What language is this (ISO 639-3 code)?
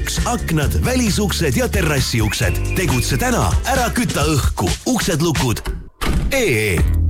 est